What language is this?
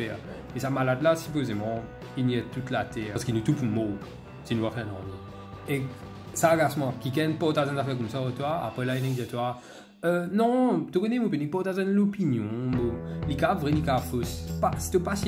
Morisyen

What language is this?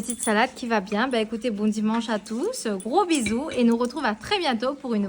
Réunion Creole French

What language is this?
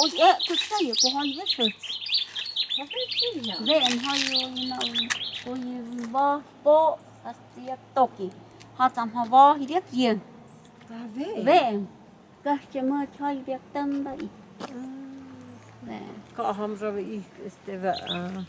Totontepec Mixe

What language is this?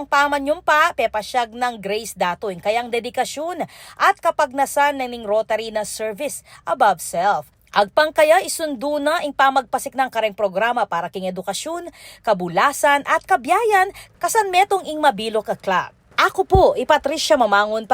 Pampanga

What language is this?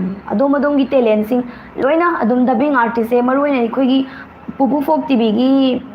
Manipuri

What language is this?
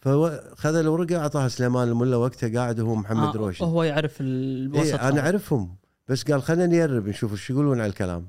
Gulf Arabic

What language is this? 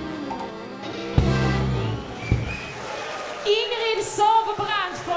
Swedish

